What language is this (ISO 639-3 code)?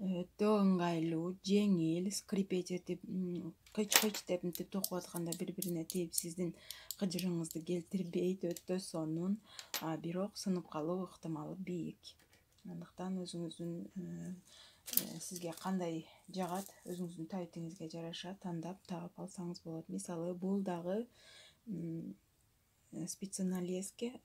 kir